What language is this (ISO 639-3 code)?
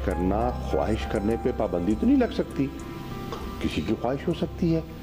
urd